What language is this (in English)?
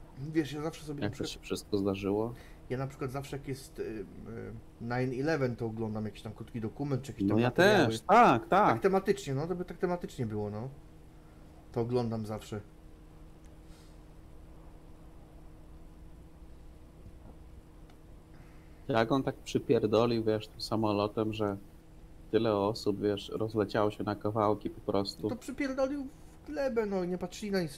Polish